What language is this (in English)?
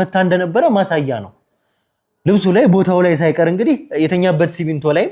Amharic